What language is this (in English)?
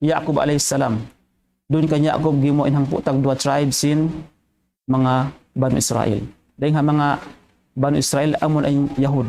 Tausug